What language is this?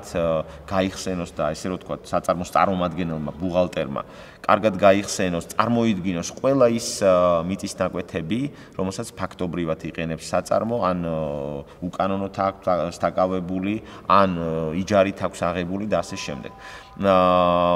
Georgian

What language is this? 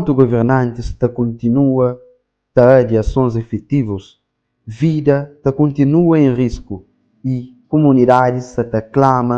Kabuverdianu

